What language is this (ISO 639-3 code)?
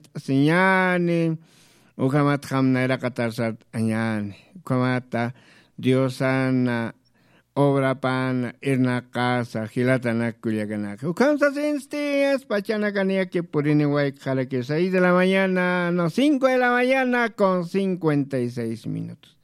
aym